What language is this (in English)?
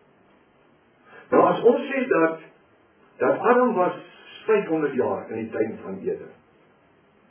Afrikaans